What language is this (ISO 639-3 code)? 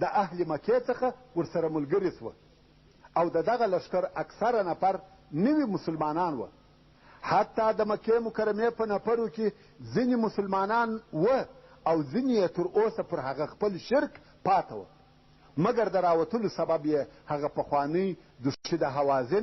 pus